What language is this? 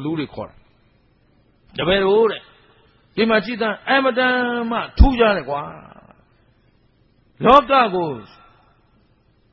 Burmese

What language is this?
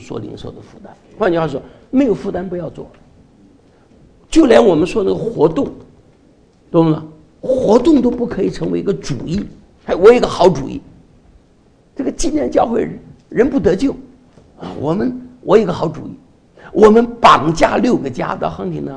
Chinese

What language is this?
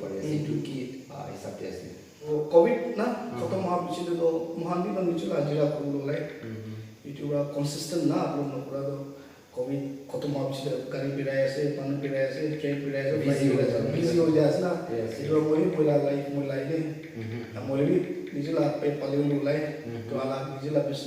Naga Pidgin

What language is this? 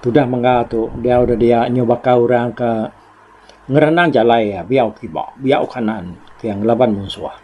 Iban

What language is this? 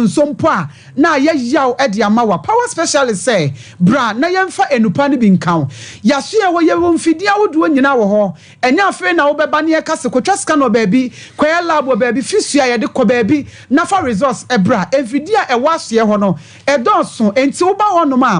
Akan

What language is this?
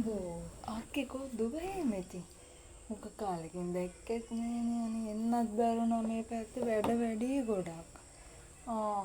Sinhala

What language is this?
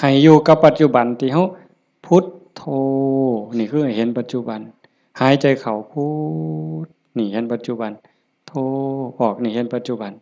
Lao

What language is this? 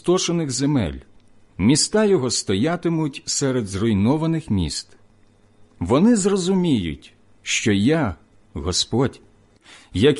Ukrainian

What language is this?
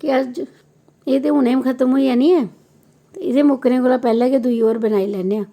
Dogri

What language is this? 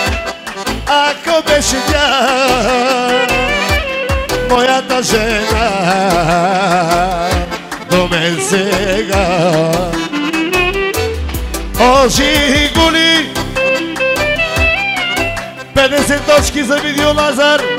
Bulgarian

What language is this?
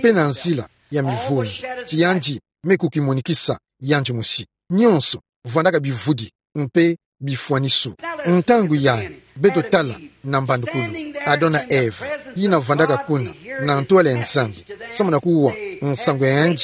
Kituba (Democratic Republic of Congo)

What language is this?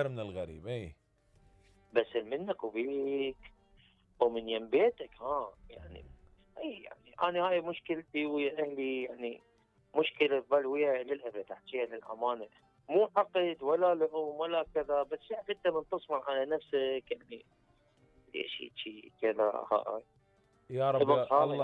Mesopotamian Arabic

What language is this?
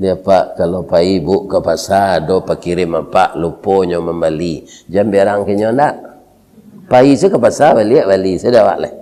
Minangkabau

